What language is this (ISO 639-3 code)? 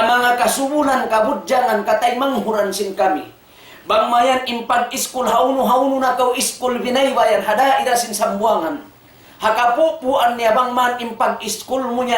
tsg